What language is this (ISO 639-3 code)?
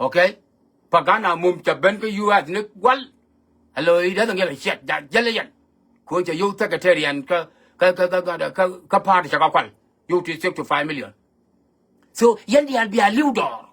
nus